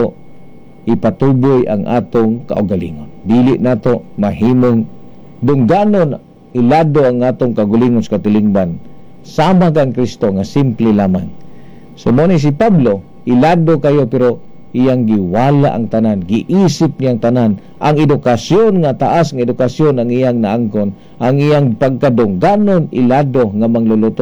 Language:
Cebuano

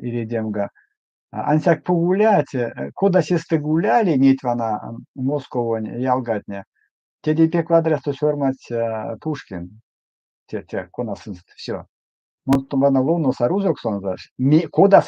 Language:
Erzya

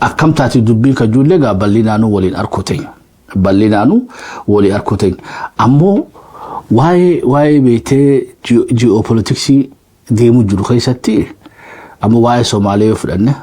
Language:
Oromo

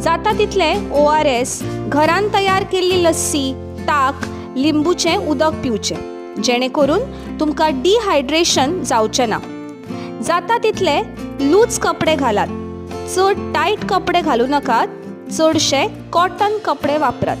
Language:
Konkani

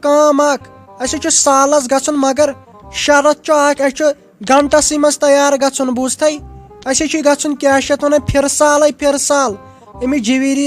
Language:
Kashmiri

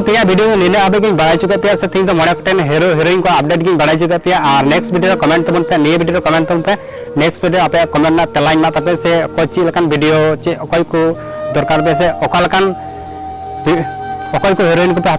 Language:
Santali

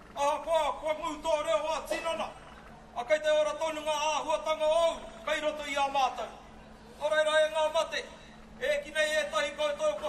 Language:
Māori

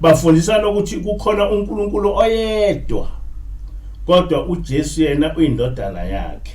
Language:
Zulu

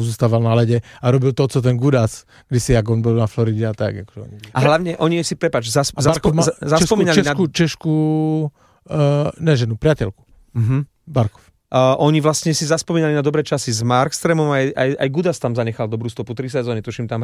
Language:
Slovak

